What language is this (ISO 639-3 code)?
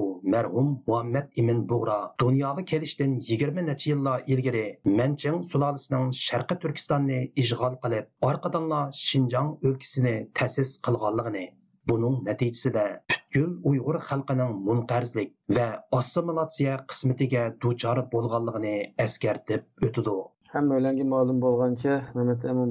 uig